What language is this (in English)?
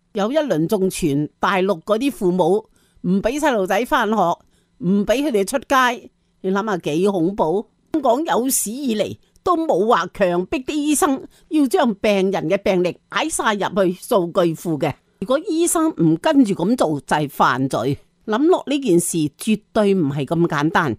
Cantonese